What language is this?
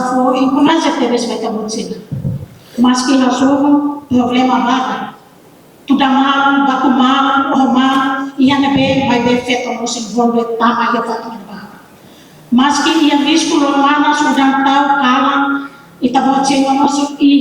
Tetum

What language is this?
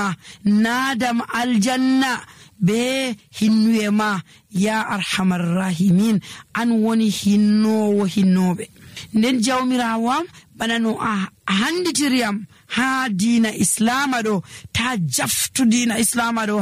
Nigerian Fulfulde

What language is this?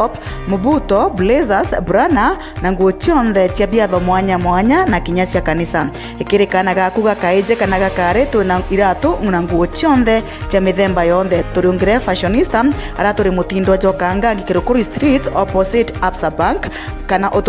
Meru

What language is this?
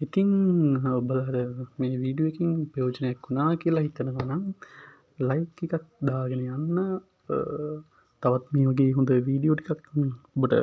Sinhala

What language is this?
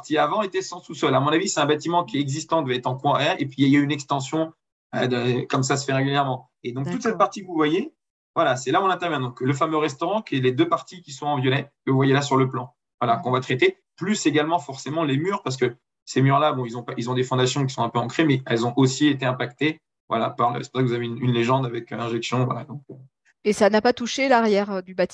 French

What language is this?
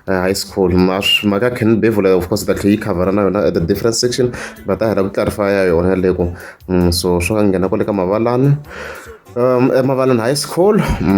Tsonga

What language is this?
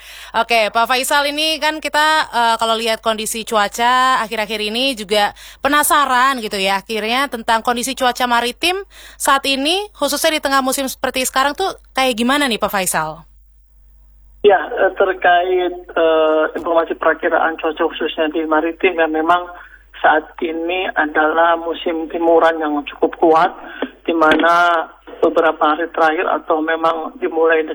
Indonesian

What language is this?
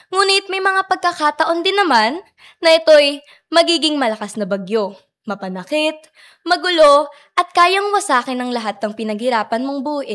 Filipino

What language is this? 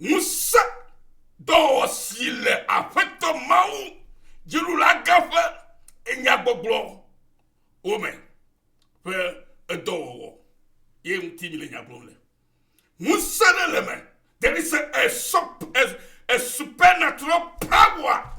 Ewe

